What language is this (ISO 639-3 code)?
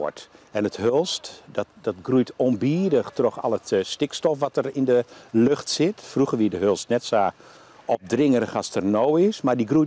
fry